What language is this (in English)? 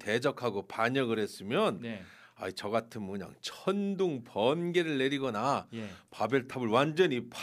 Korean